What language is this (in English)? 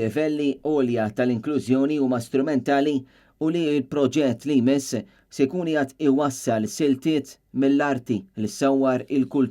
Maltese